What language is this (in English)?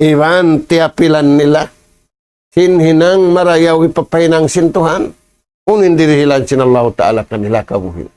Tausug